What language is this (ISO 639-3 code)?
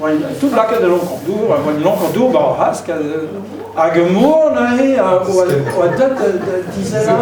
bre